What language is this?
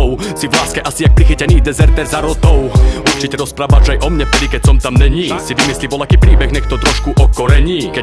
Slovak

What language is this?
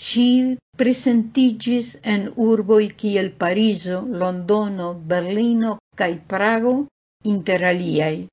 Esperanto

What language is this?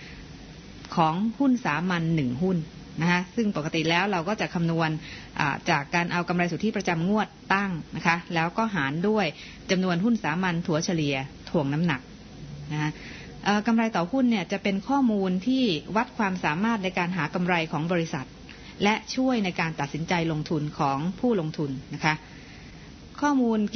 Thai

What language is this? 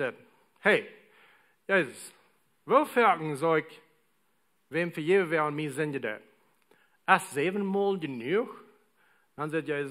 Plautdietsch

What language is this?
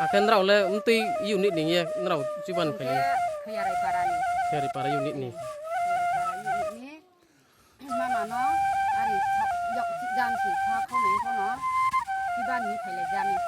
Riang (India)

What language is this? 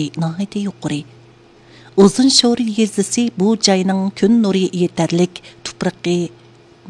Uyghur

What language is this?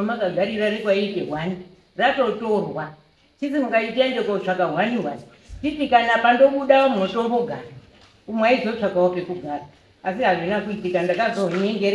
Shona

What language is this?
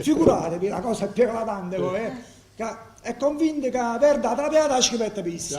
Neapolitan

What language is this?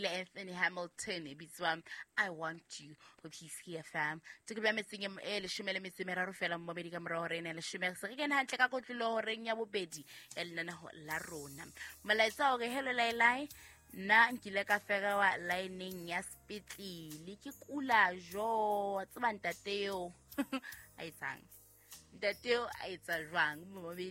Southern Sotho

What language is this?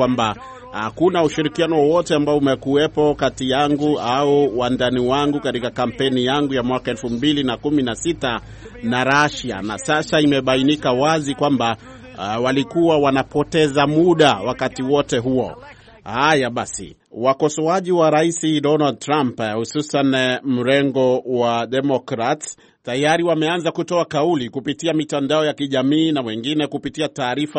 Swahili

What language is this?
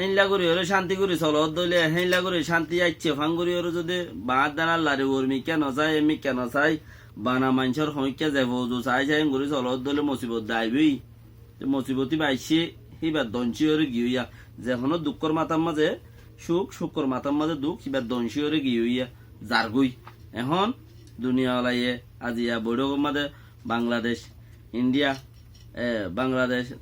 Rohingya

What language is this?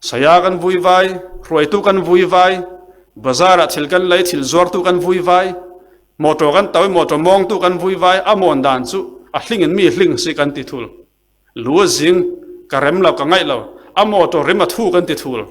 Falam Chin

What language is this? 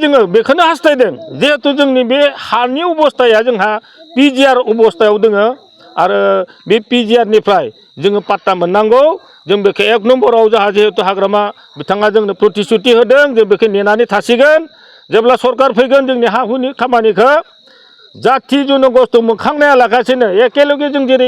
Bodo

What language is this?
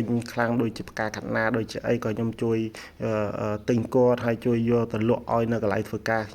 Khmer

